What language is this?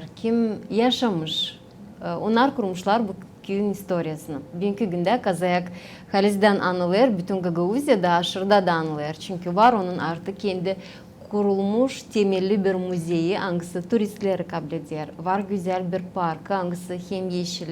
Gagauz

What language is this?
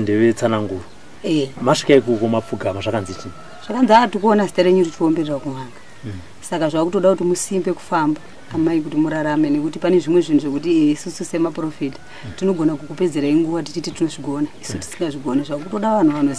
Shona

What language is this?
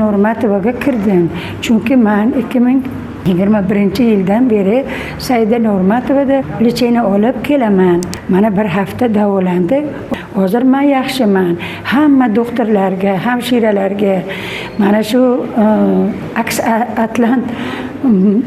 Uzbek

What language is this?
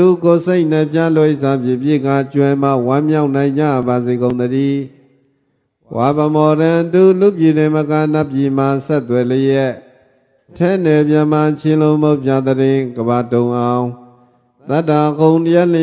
Burmese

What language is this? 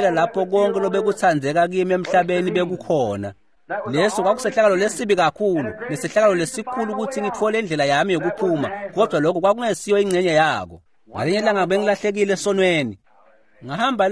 Swati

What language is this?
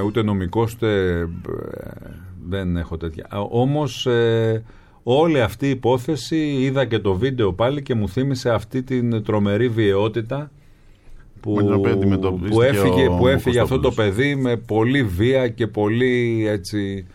Greek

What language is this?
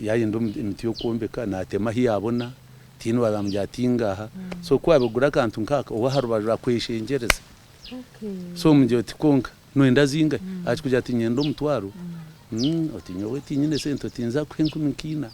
Nyankole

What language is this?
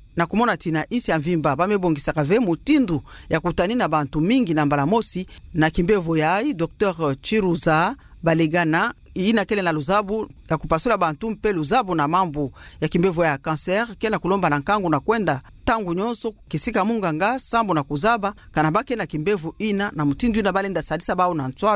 Kituba (Democratic Republic of Congo)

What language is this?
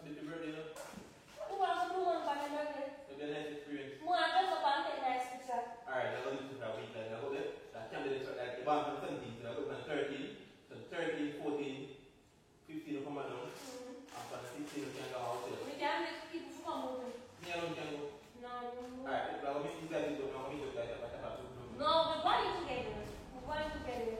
Jamaican Creole English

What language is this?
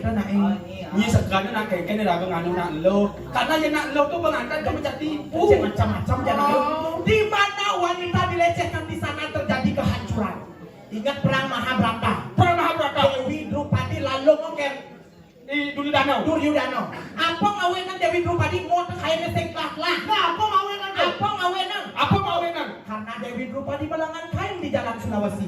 Balinese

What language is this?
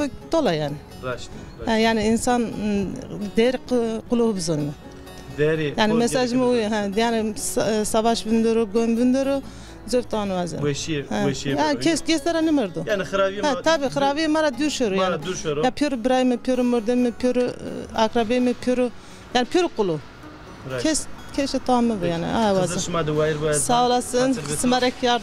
Zaza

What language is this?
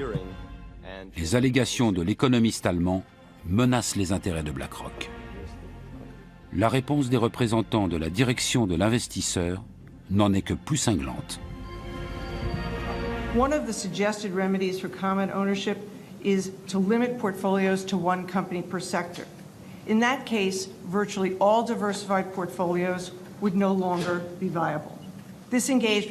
French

